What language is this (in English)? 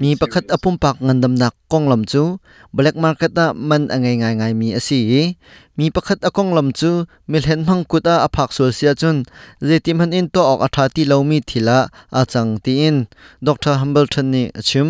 Hakha Chin